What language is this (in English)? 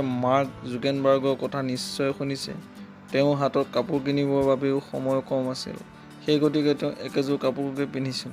Assamese